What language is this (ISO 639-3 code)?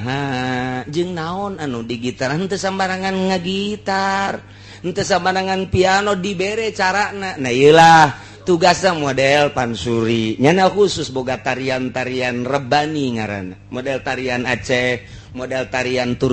sun